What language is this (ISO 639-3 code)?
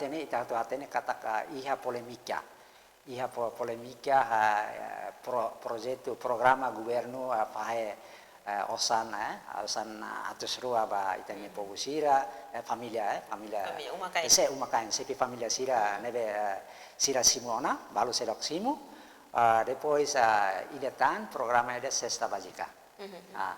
tet